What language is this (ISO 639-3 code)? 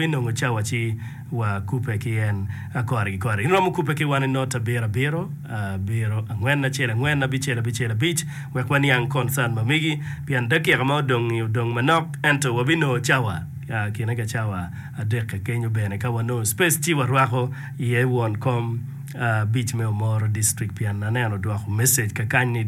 ach